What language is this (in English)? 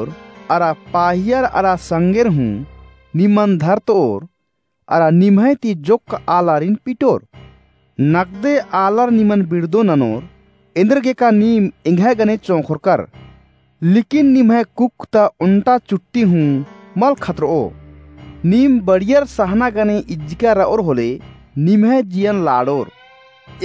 Kurukh